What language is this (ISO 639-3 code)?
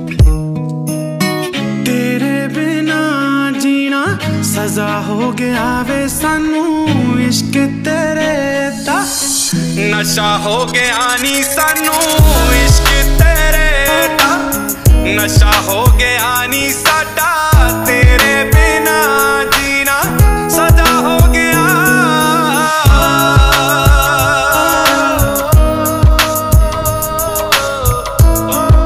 pan